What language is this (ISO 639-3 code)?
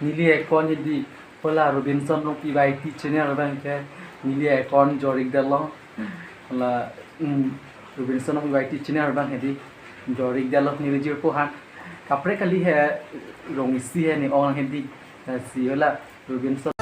mjw